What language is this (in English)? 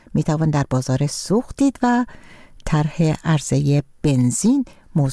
Persian